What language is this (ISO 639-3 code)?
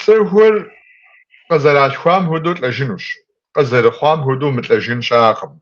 kbd